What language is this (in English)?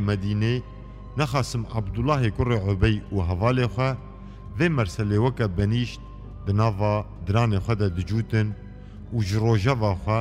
Kurdish